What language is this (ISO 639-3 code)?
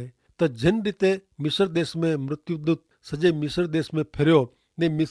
kfr